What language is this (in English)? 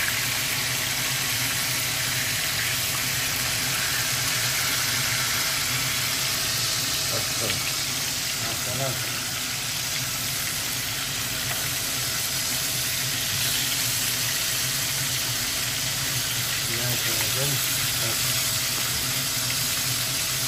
Romanian